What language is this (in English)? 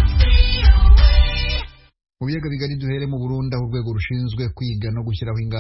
Kinyarwanda